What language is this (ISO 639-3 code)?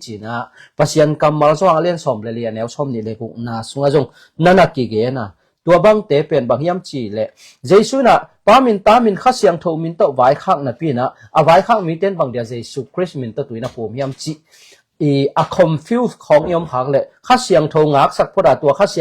ctd